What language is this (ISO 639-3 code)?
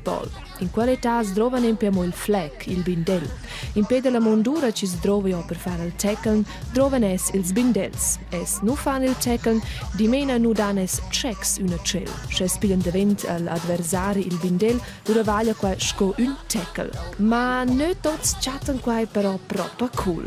roh